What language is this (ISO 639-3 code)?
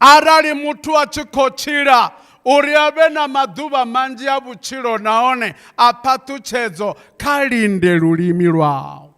ven